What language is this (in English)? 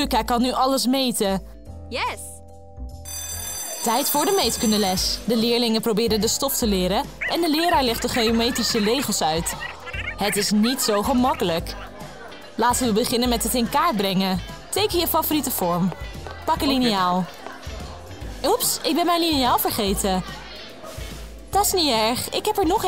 Dutch